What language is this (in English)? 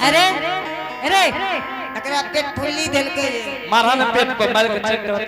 Angika